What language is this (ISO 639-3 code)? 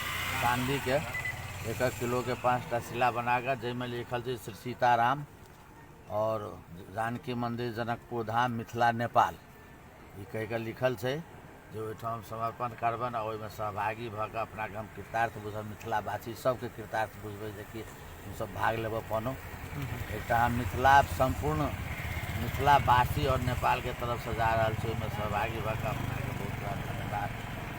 mai